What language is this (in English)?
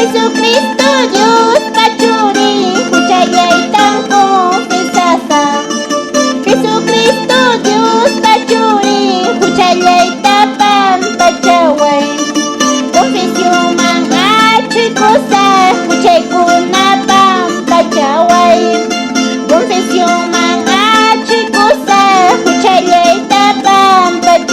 Quechua